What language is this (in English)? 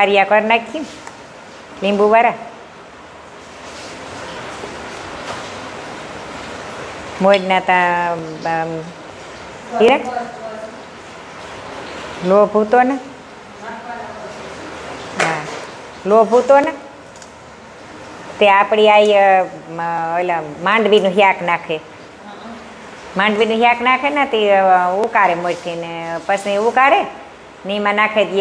Gujarati